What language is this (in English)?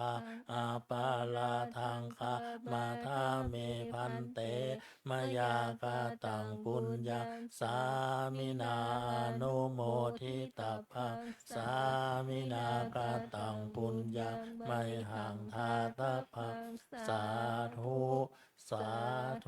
Pali